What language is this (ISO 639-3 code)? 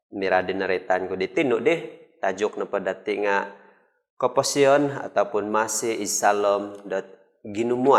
dtp